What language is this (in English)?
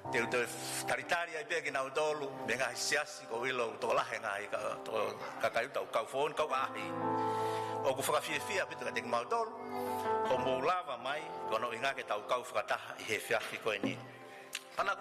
Tongan